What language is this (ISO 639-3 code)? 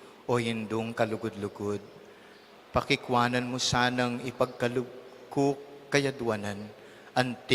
pam